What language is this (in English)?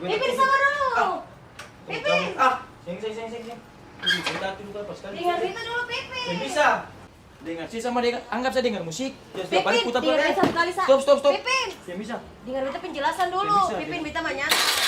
Ambonese Malay